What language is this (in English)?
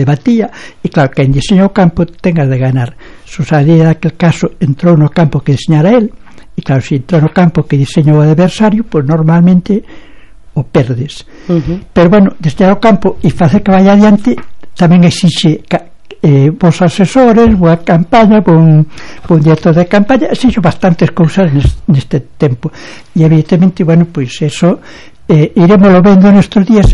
Galician